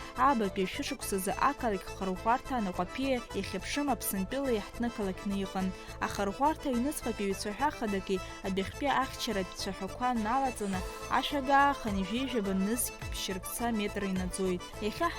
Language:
Abkhazian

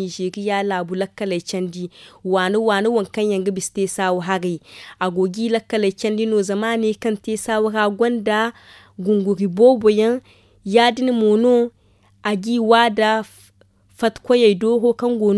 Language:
Zarma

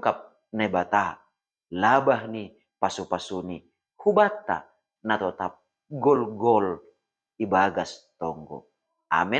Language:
Batak Simalungun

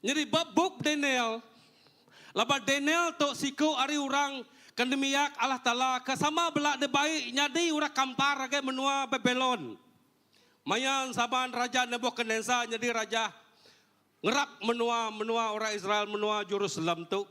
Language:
Iban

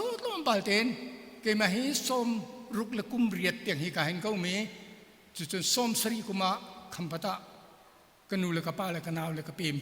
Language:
Hakha Chin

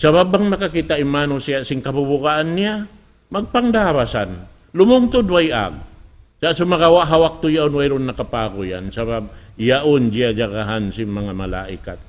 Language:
Tausug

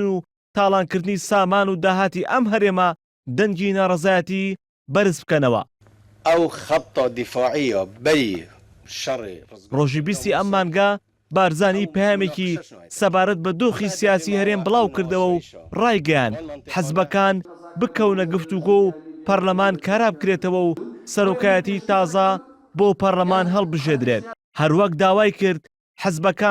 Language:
Central Kurdish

